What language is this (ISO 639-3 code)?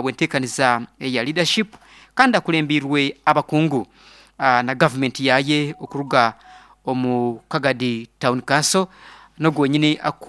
nyo